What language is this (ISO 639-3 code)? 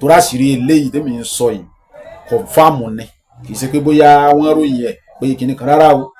yor